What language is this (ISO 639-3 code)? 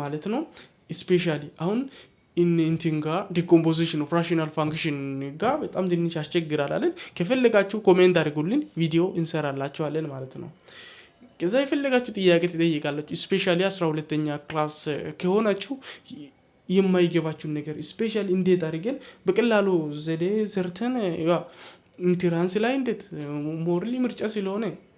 amh